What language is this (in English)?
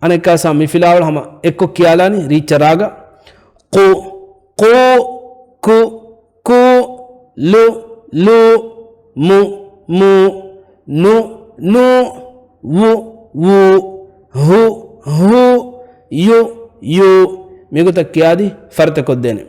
Divehi